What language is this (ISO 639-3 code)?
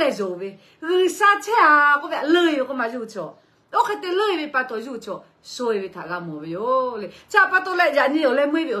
lhu